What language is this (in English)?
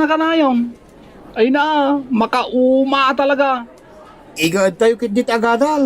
Iloko